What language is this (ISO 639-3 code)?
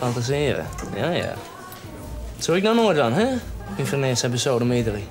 fry